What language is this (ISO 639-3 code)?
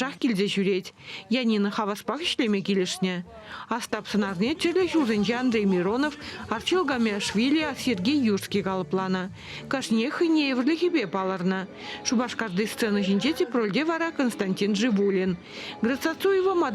chv